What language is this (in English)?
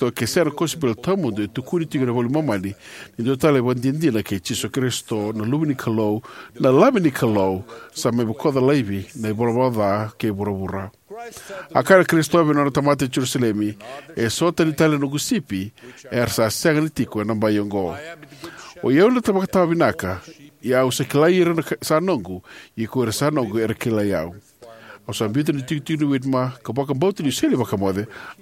Fijian